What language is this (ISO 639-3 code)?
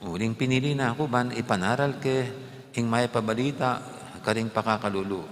pam